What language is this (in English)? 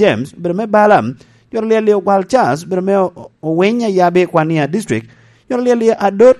Lango (Uganda)